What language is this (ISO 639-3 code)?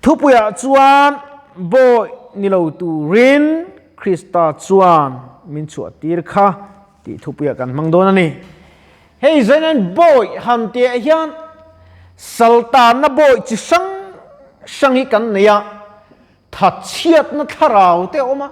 lus